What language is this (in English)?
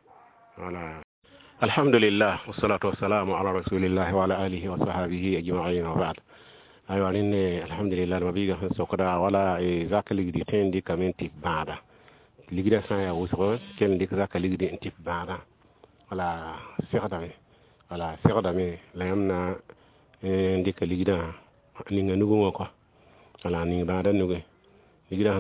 Mossi